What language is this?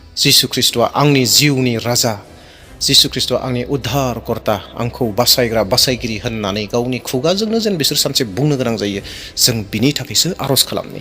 Bodo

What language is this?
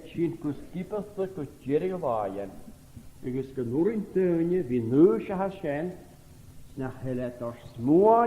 Scottish Gaelic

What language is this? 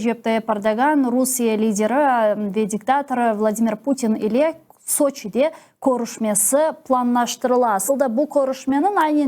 Crimean Tatar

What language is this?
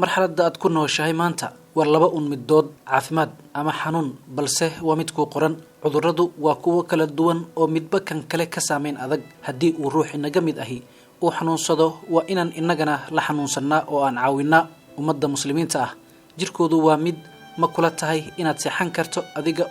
Somali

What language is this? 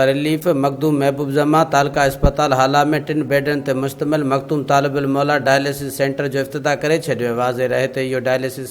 Sindhi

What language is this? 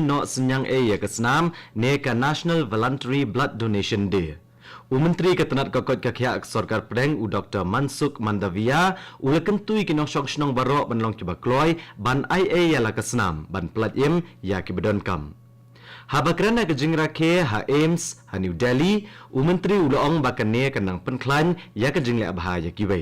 Khasi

